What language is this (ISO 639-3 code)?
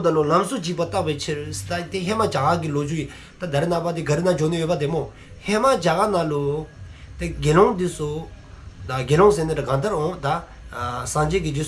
dzo